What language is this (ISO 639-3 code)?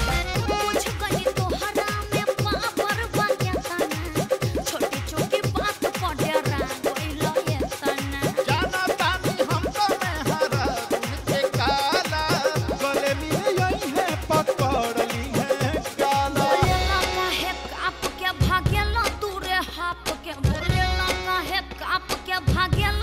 bho